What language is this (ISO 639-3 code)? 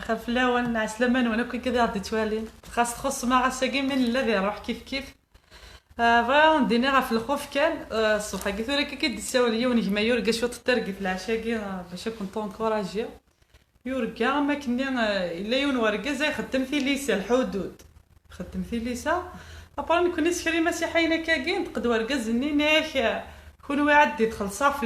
kab